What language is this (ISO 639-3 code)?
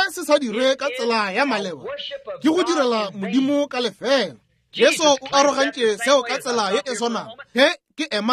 nso